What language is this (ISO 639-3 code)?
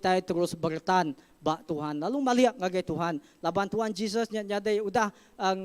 iba